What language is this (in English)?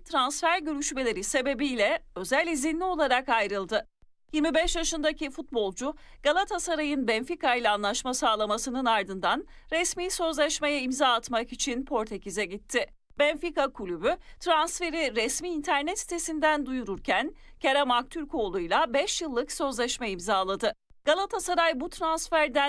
Turkish